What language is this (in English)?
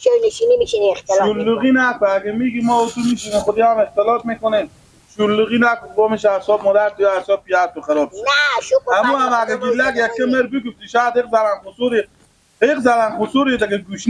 Persian